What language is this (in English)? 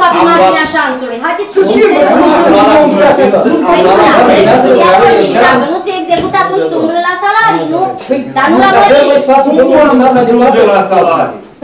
Romanian